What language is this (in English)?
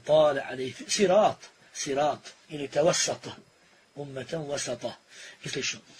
Bosnian